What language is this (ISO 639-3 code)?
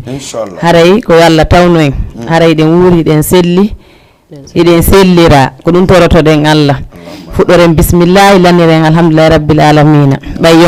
ful